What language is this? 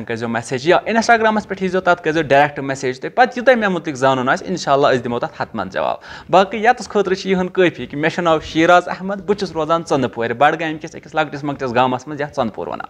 Kashmiri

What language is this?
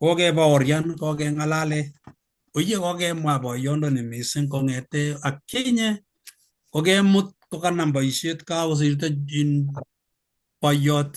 Kalenjin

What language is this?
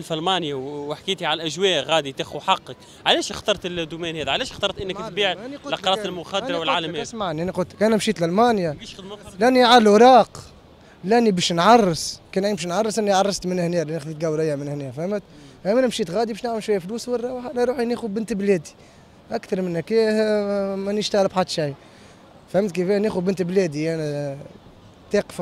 Tunisian Arabic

